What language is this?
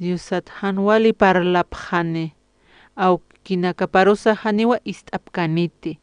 Aymara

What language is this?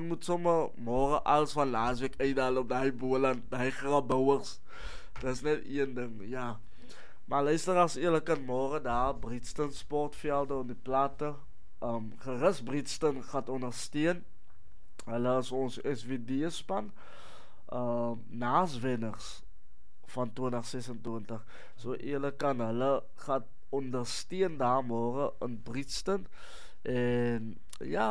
Afrikaans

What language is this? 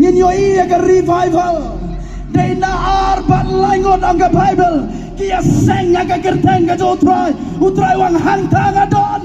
Khasi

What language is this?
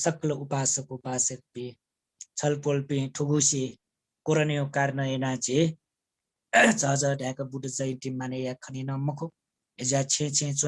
Newari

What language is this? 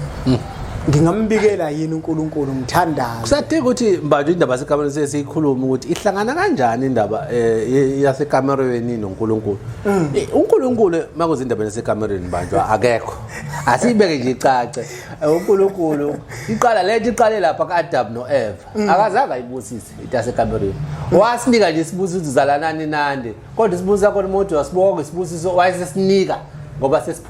Zulu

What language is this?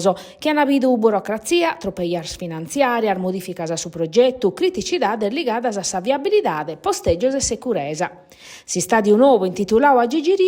Sardinian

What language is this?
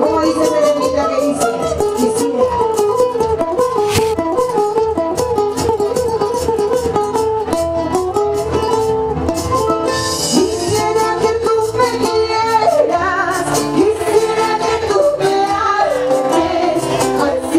Spanish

